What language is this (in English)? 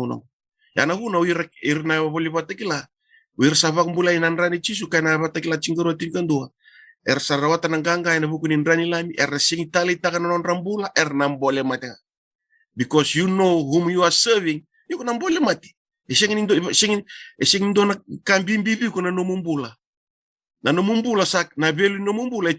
Fijian